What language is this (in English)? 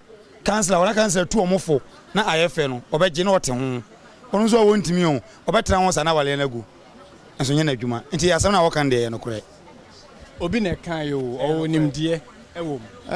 Akan